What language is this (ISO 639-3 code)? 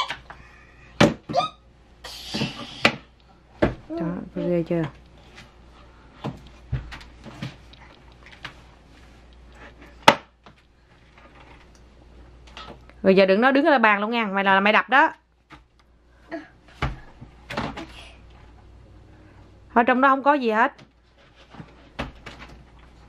vie